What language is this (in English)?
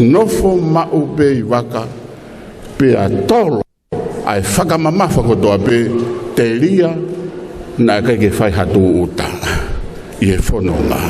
Tongan